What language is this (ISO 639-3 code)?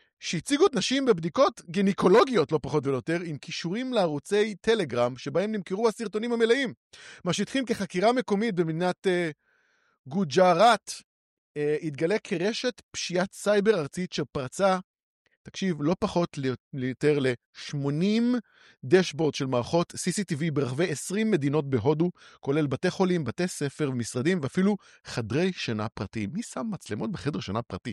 heb